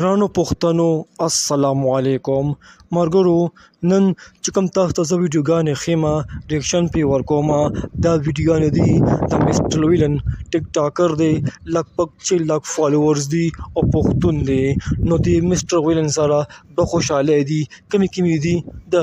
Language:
Pashto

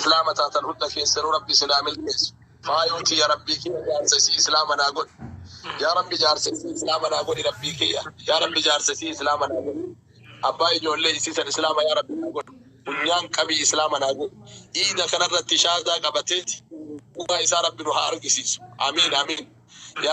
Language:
Oromo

